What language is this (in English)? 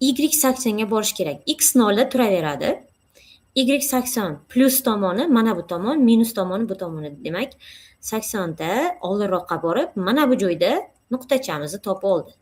Uzbek